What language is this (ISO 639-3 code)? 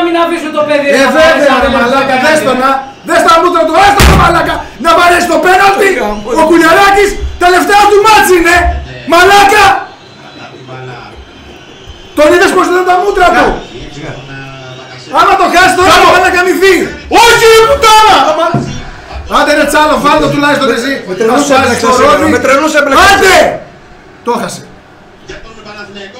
ell